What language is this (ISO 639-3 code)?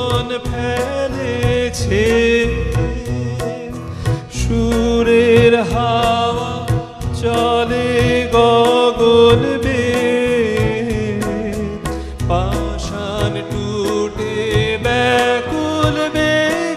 ben